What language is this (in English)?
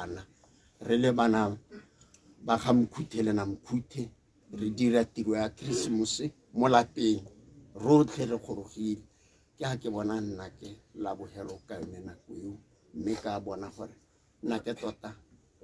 Tswana